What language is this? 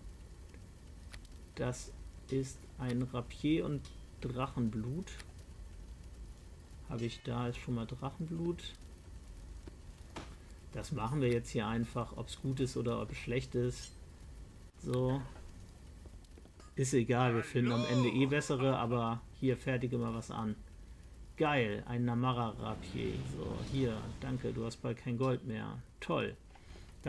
German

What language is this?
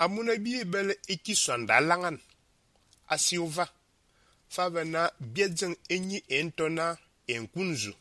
Fang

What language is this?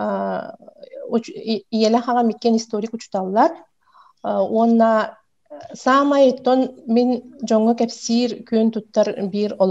Yakut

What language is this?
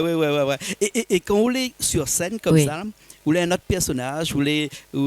Réunion Creole French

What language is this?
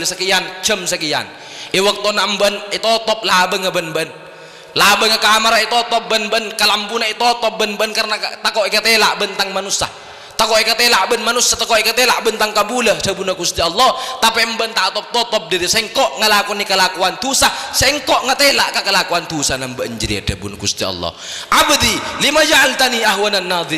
Madurese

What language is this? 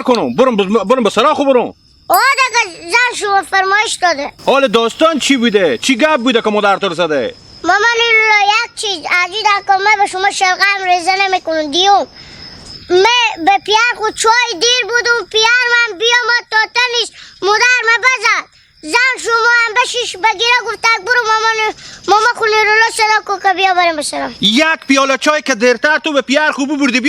Hazaragi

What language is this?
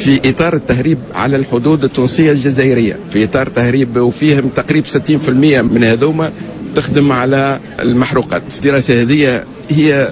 Tunisian Arabic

